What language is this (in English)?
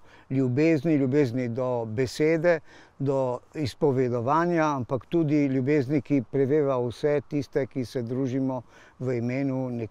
Slovenian